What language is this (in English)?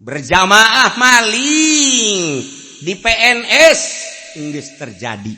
Sundanese